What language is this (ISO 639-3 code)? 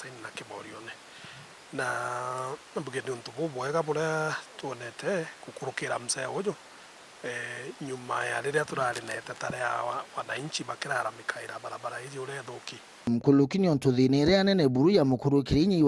mer